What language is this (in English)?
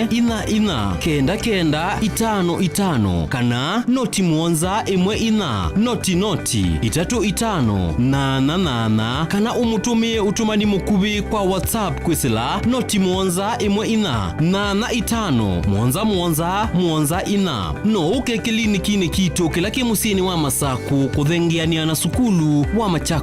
Kamba